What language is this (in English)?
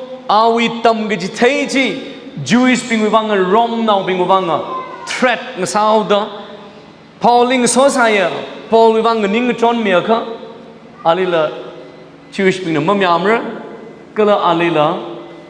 Tangkhul Naga (India)